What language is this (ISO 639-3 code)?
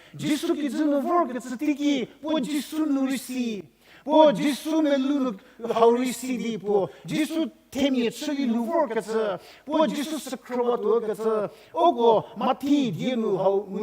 njm